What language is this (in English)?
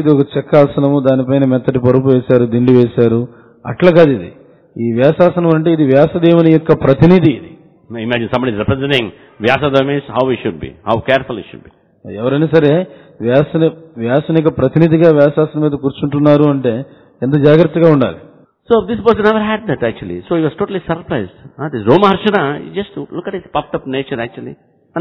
Telugu